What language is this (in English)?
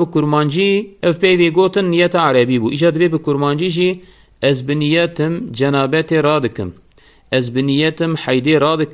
Kurdish